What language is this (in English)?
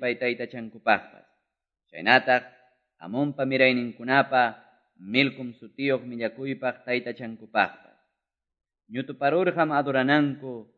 Quechua